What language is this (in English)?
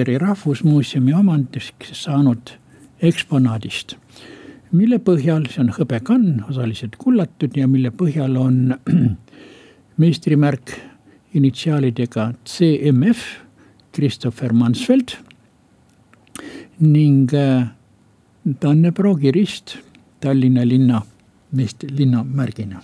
Estonian